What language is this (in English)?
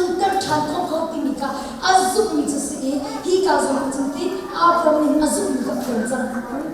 Hakha Chin